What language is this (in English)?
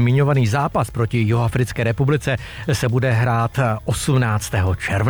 Czech